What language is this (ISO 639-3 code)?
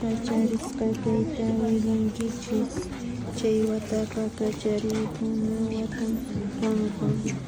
que